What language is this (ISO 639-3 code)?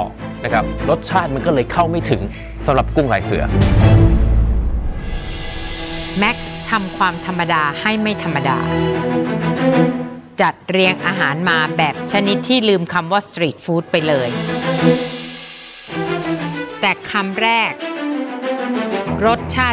tha